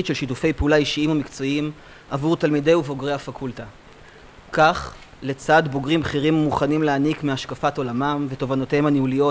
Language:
Hebrew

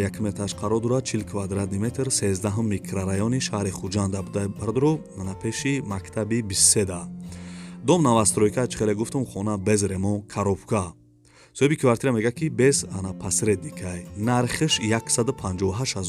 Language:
Tajik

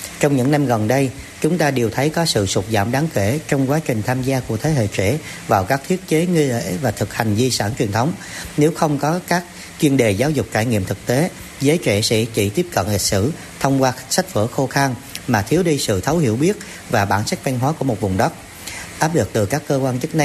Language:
Vietnamese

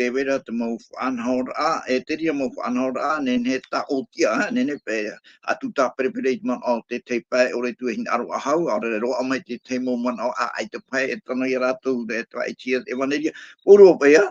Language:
Tahitian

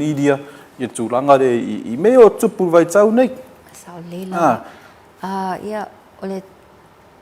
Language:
Samoan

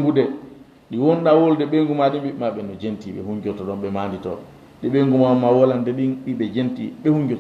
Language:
Fula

